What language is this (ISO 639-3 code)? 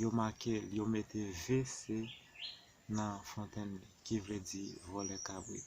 hat